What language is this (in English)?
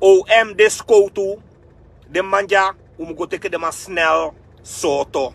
Sranan Tongo